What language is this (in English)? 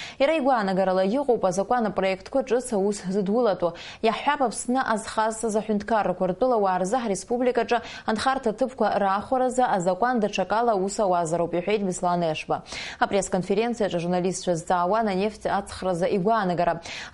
Abkhazian